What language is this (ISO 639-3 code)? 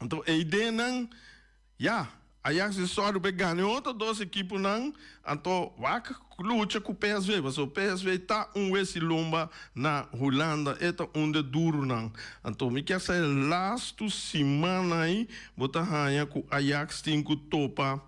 pap